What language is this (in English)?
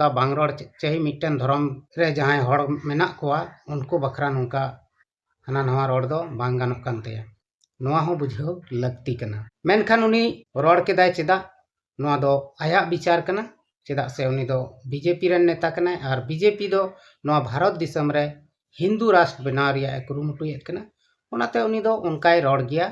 Santali